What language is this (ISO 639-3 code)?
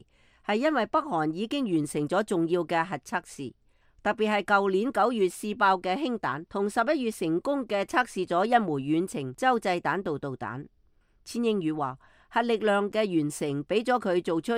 yue